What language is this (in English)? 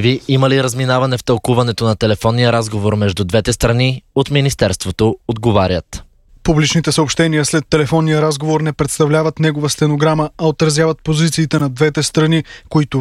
Bulgarian